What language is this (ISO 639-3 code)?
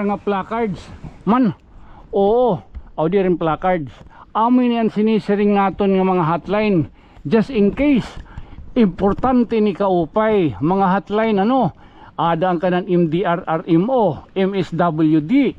war